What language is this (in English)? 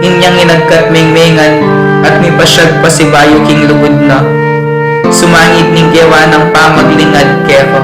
Pampanga